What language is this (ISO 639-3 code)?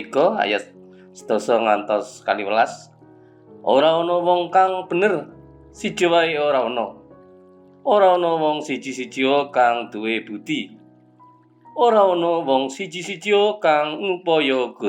jav